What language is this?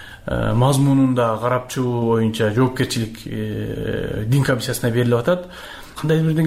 Kyrgyz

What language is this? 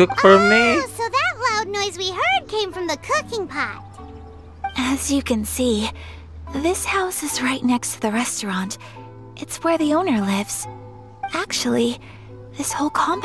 English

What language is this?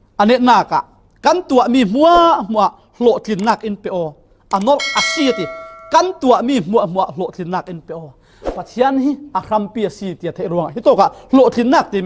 Falam Chin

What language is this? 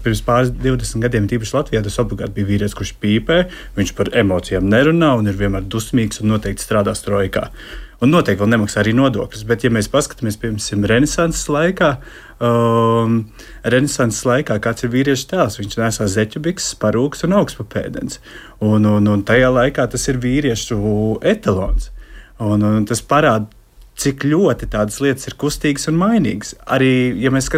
Latvian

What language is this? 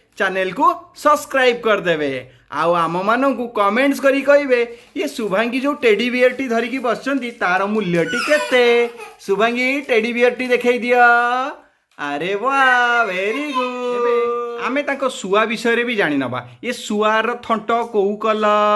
Odia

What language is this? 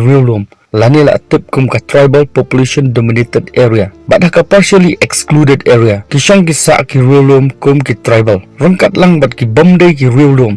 Khasi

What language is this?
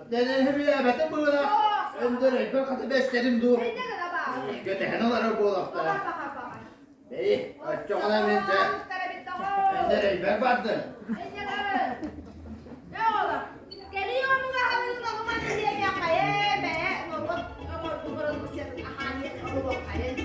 Yakut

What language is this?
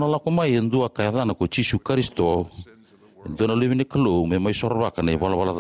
Fijian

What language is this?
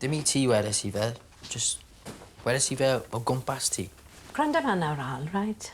Welsh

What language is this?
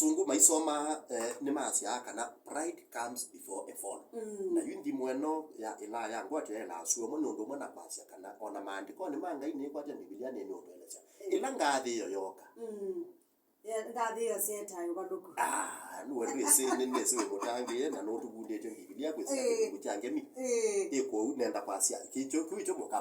Kamba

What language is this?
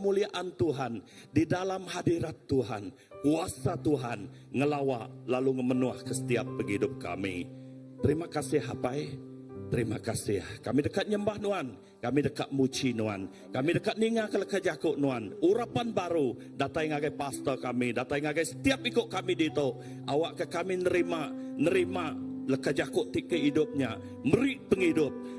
Iban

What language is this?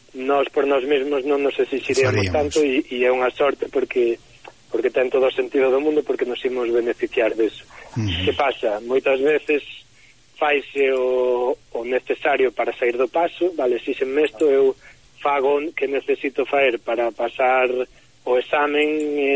Galician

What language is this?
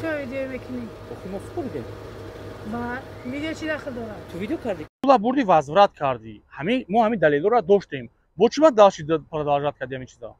Tajik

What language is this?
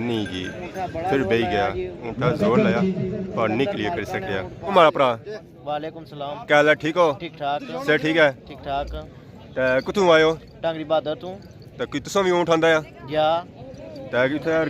Pahari-Potwari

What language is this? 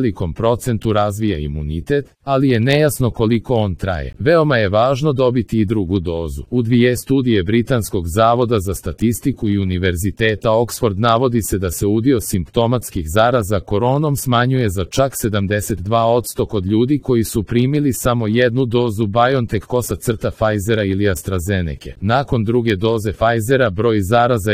Serbian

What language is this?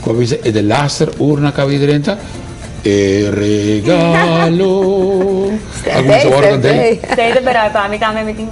Papiamento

